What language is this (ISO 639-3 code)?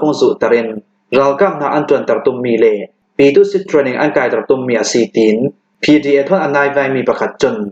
cnh